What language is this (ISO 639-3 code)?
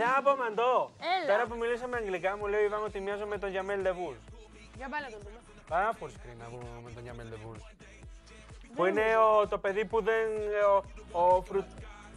ell